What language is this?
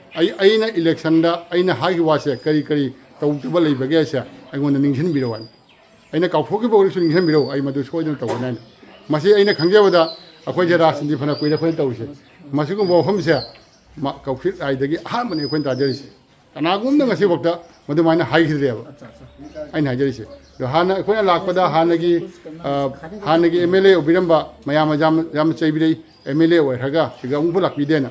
Manipuri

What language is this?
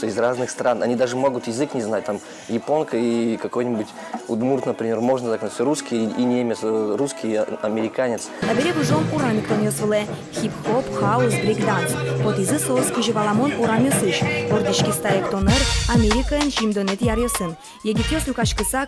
Udmurt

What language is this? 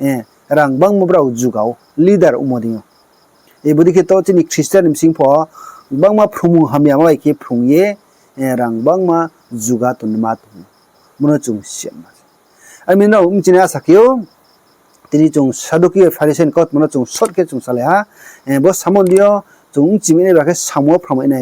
Riang (India)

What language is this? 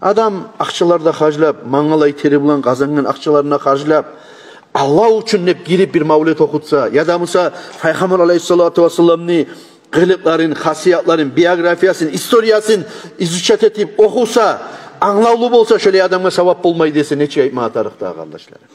Kumyk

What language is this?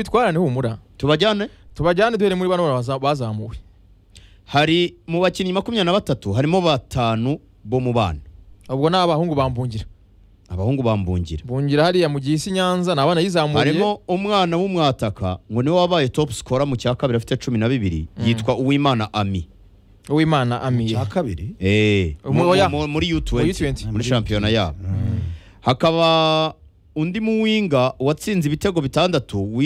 Kinyarwanda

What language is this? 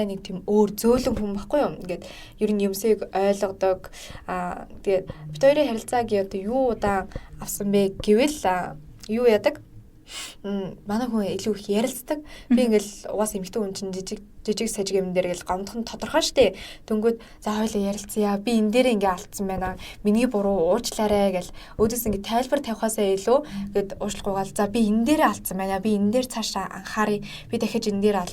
Mongolian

